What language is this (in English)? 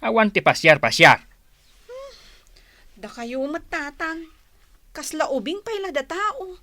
Iloko